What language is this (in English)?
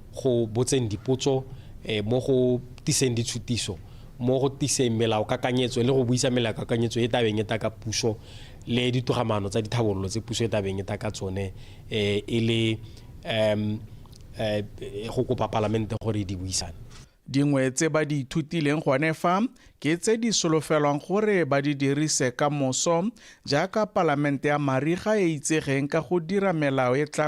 Tswana